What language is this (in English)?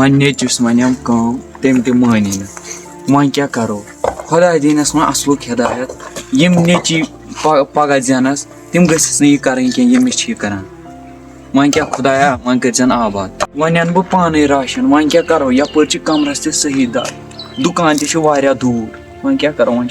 Kashmiri